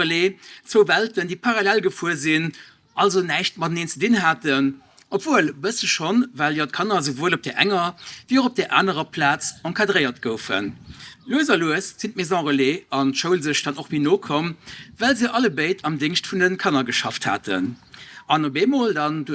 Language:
Luxembourgish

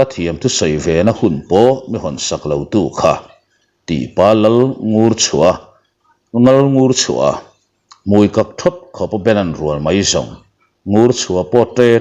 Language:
Mizo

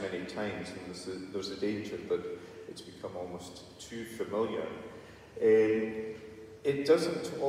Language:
English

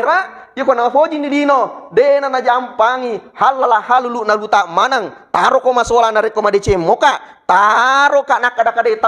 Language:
Buginese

